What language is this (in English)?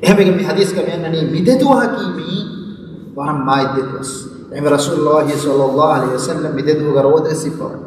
Divehi